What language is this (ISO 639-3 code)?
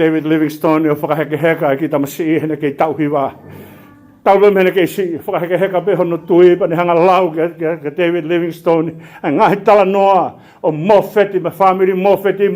ton